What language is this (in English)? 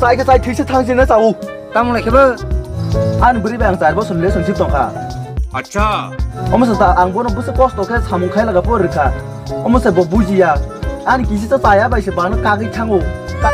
Kok Borok